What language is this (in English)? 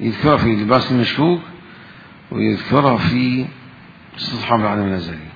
Mesopotamian Arabic